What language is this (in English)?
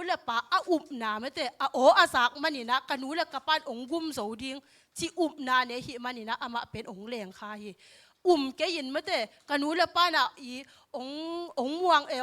Tedim Chin